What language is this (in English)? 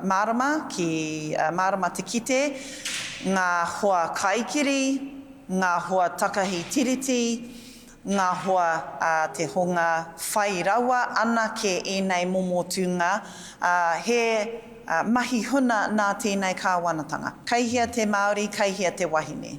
Māori